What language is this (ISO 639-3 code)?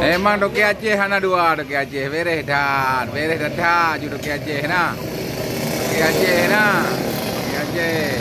ace